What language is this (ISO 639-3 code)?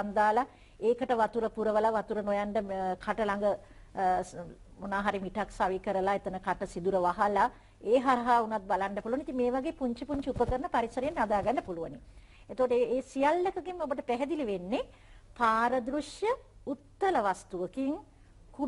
sin